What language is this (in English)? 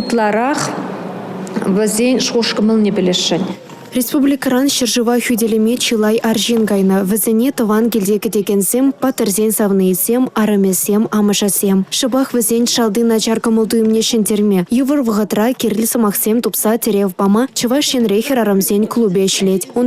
Chuvash